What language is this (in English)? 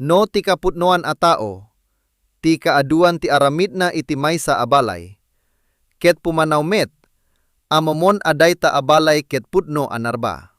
Iloko